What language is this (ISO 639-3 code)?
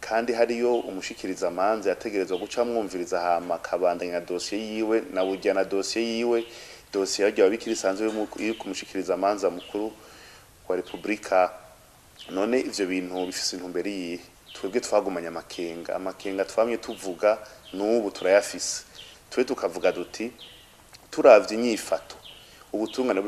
run